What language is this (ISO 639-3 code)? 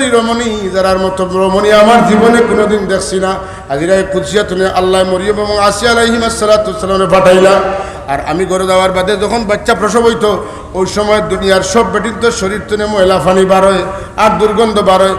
syl